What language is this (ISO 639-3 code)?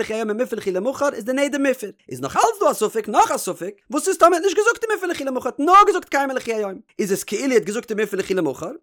yid